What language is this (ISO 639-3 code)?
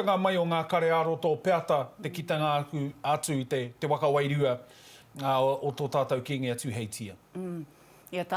mri